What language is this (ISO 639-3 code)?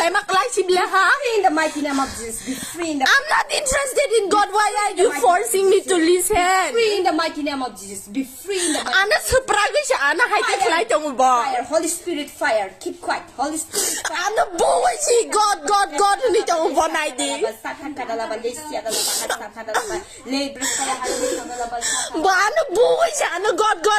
trp